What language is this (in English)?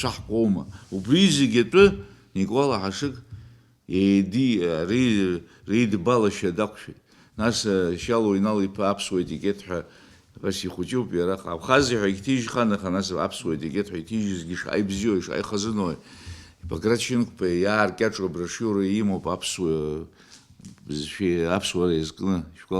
Abkhazian